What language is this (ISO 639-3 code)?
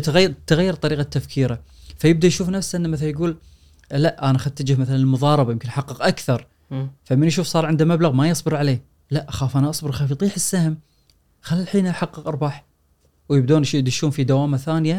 afb